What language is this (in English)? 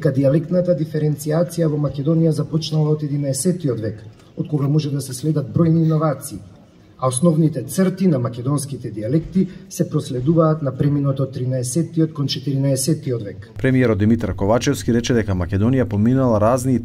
Macedonian